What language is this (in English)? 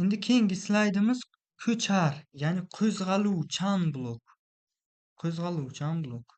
Uzbek